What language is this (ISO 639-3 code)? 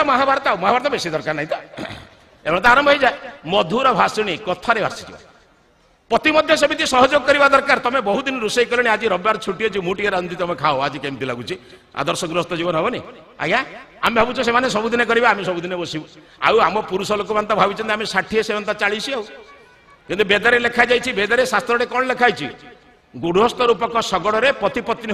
ori